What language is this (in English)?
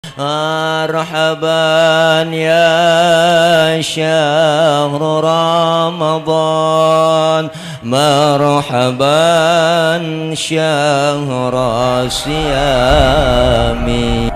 Betawi